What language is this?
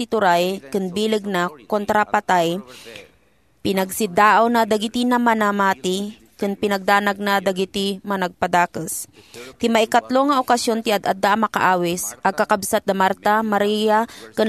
Iloko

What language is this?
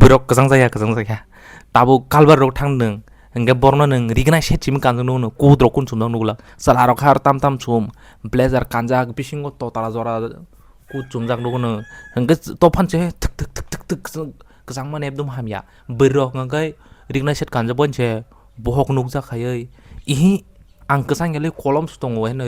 Kok Borok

